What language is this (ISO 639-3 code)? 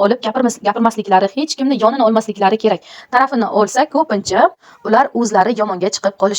uzb